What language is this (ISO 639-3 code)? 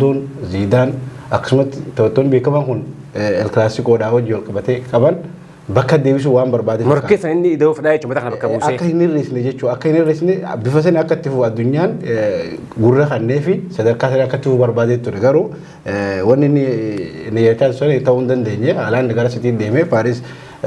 orm